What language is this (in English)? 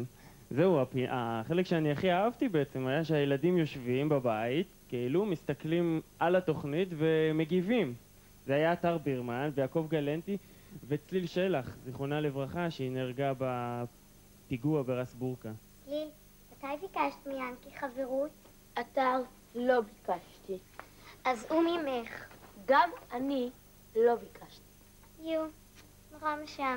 Hebrew